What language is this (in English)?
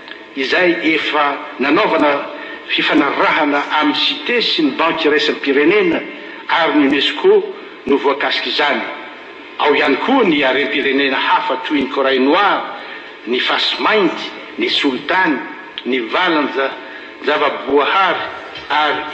Malagasy